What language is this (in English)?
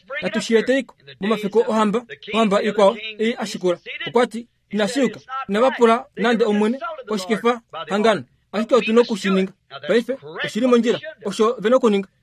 Kuanyama